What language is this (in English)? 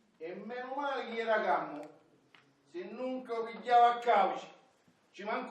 Sicilian